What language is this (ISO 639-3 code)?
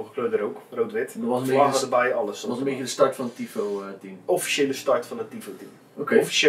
nld